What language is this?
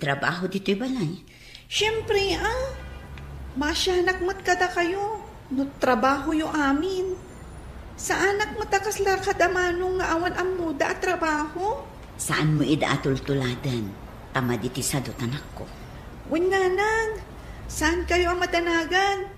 Iloko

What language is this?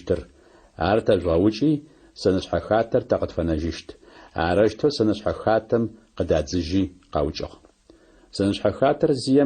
Adyghe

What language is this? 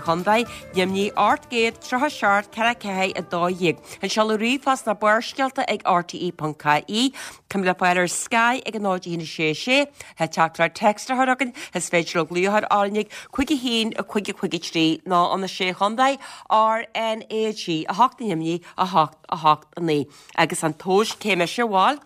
Irish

